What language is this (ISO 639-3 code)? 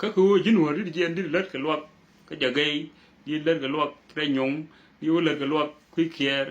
nus